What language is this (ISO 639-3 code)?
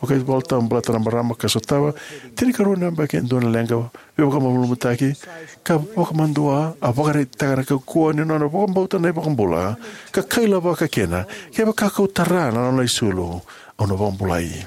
fij